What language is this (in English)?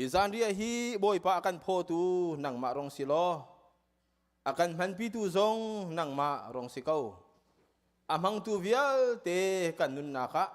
Hakha Chin